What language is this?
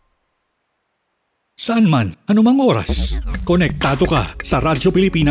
Filipino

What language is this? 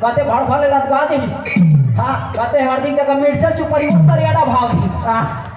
Chhattisgarhi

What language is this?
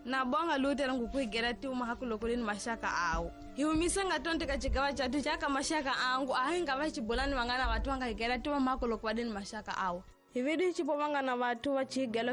Tsonga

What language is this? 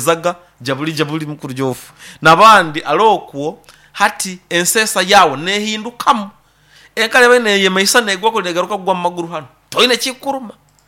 Nyoro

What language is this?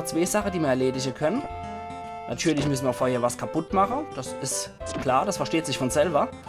Palatine German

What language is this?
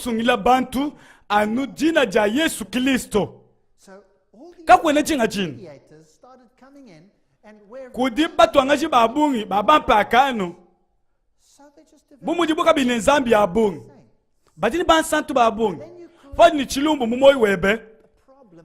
Luba-Lulua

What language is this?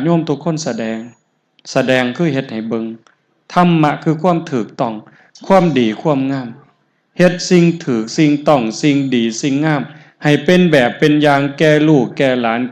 Northeastern Thai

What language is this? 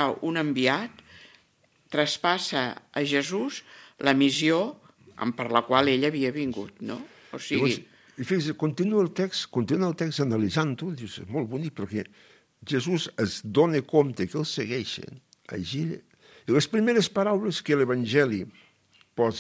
Catalan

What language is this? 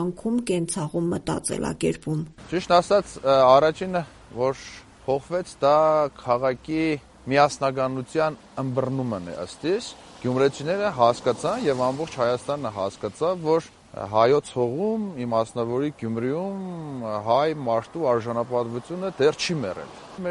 Armenian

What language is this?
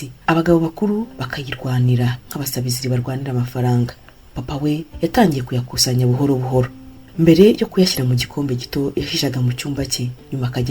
Kinyarwanda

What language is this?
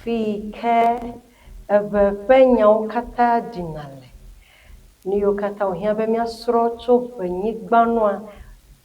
Ewe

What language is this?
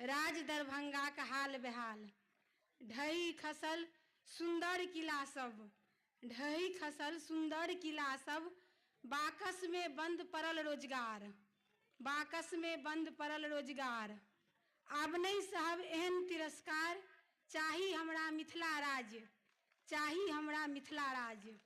Maithili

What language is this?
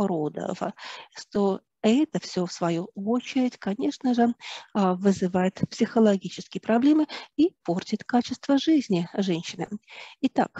Russian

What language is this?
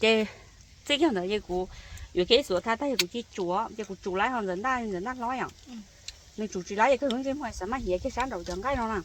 Hmong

